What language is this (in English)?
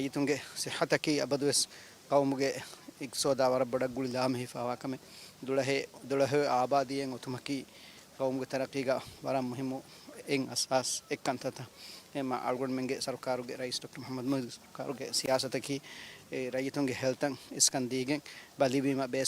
Divehi